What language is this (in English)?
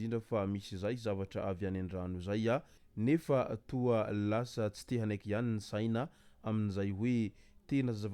Malagasy